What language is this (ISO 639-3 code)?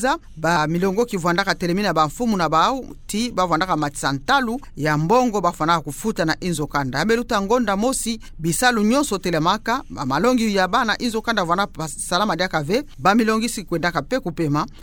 ktu